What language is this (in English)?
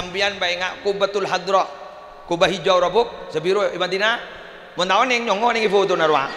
Madurese